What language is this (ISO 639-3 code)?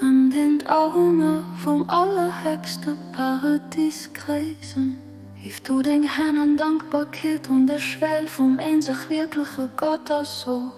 ltz